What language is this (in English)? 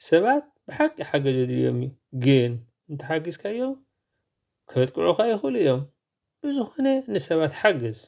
Tigrinya